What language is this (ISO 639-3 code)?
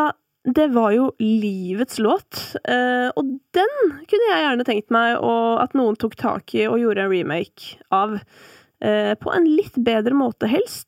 nor